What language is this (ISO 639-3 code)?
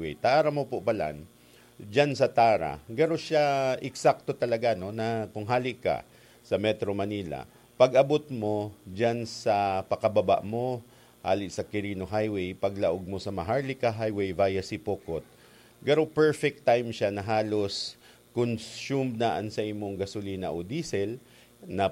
bik